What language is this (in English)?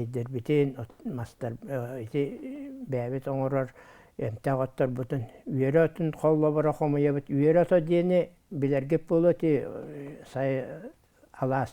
Yakut